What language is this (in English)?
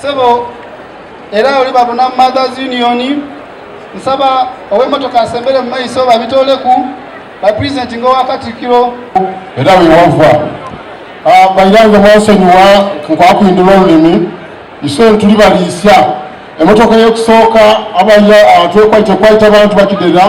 Soga